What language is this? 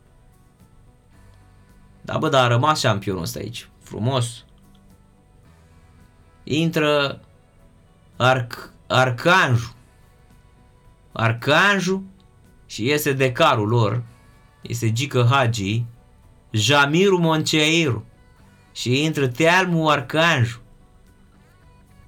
Romanian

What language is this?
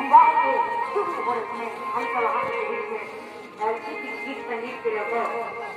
Maithili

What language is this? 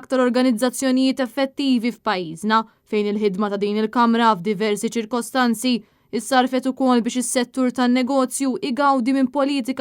Maltese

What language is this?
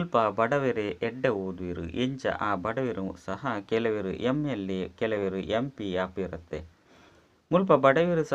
Tulu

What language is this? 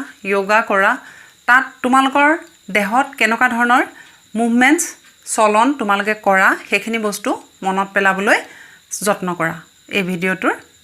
Assamese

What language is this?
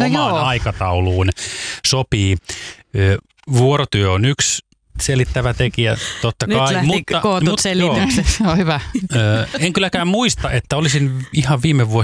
Finnish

